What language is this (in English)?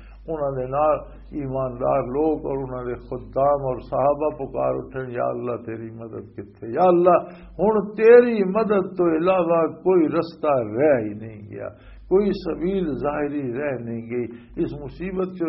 Western Panjabi